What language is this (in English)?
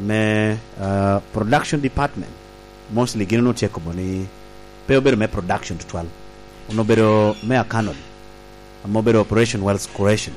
Lango (Uganda)